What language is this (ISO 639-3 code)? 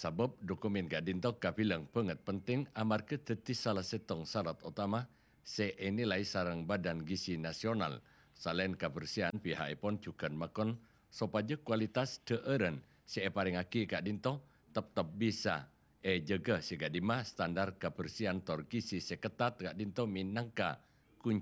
mad